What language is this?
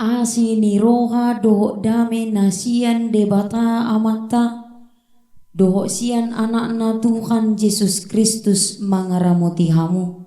Batak Toba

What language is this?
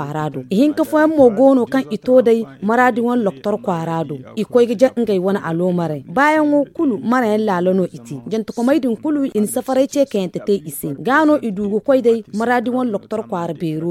Zarma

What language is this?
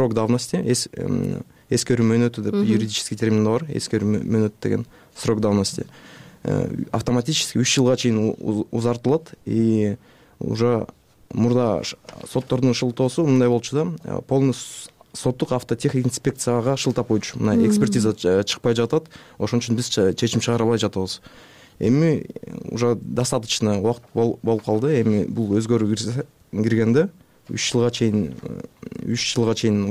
Kyrgyz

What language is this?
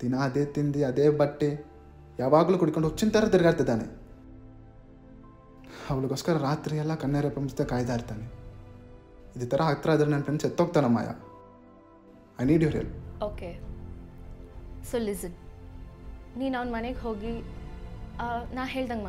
Kannada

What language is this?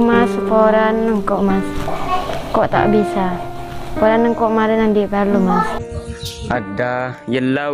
Madurese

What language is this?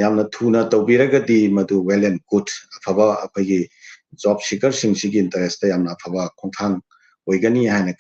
Manipuri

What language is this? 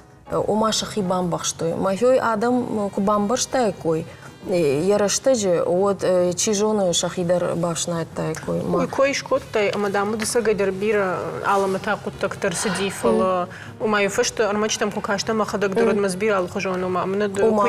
Ossetic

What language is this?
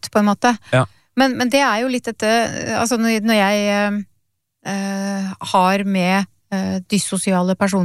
Norwegian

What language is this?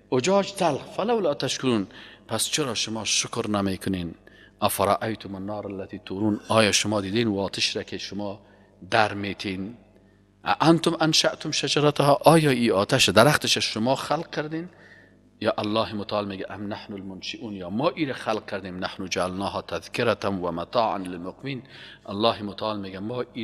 Persian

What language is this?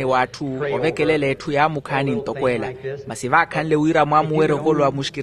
Makhuwa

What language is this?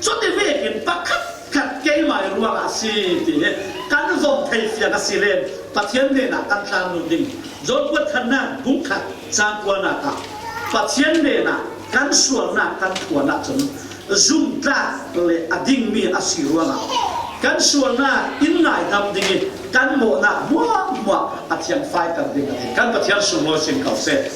Falam Chin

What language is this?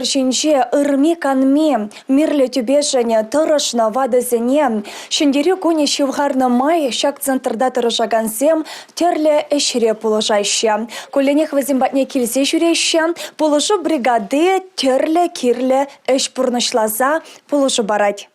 Chuvash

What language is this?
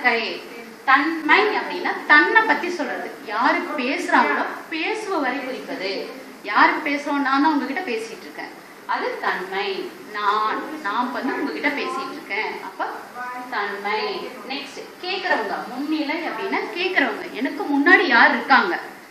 Tamil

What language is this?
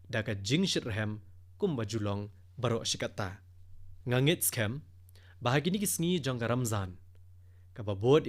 Khasi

